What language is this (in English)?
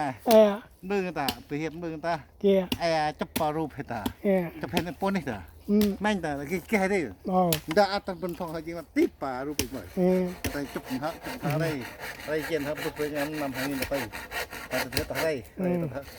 Central Mnong